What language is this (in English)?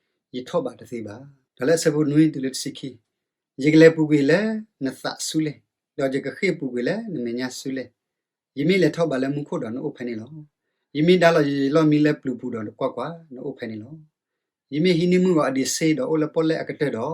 S'gaw Karen